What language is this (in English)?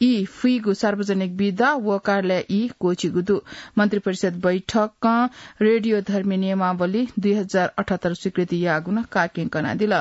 Newari